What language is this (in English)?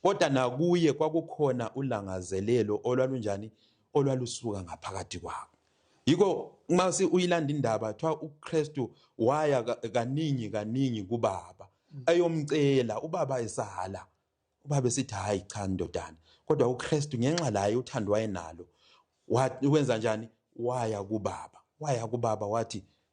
Zulu